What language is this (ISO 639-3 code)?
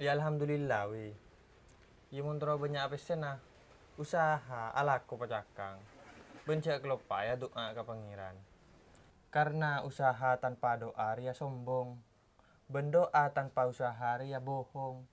mad